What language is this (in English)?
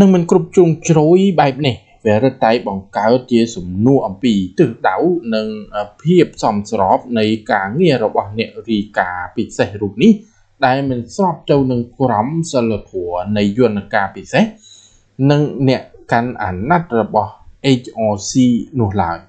Khmer